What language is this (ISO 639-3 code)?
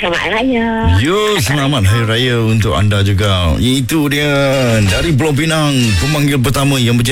msa